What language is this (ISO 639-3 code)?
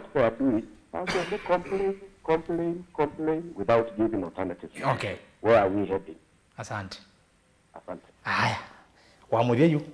kam